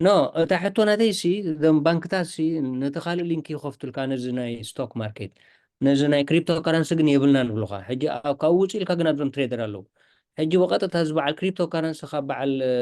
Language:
Tigrinya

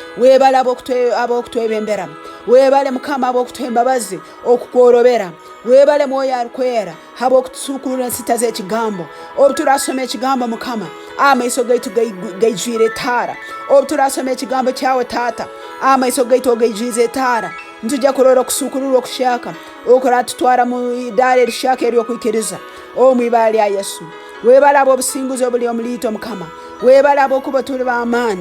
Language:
Tooro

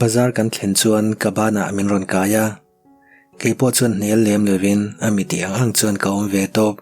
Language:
Mizo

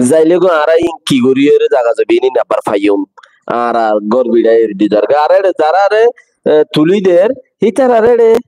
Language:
Rohingya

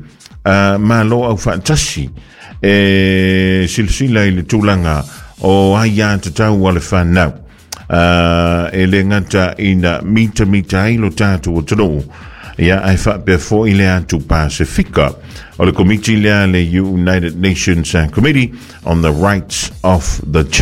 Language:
Samoan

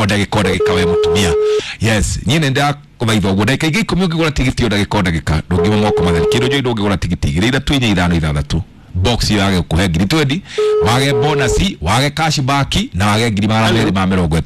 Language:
Kikuyu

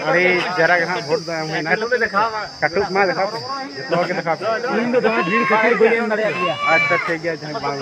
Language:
Santali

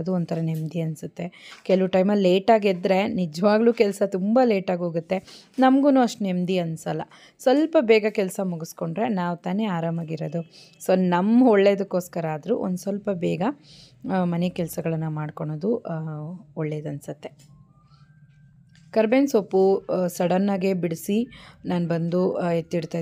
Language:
Kannada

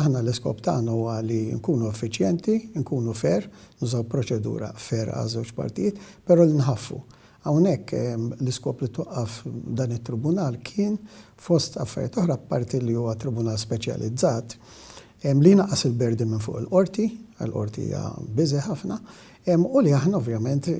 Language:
Maltese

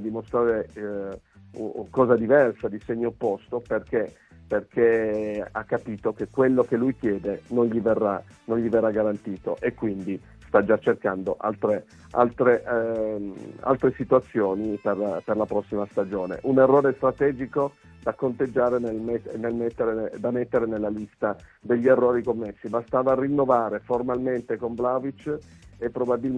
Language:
Italian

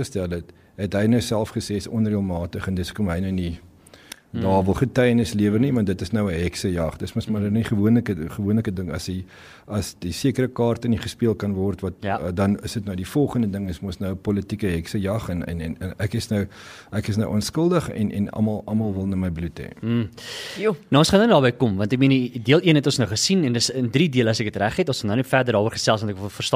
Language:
Afrikaans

